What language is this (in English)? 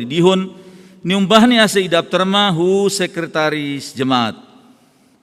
Batak Simalungun